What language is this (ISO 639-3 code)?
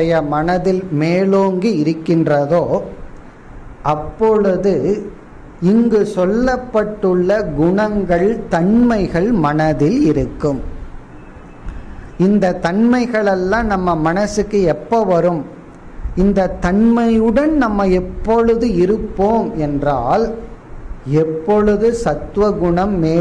tam